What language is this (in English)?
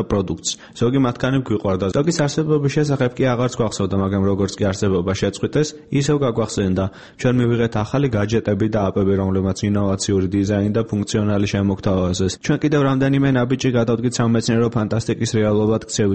Georgian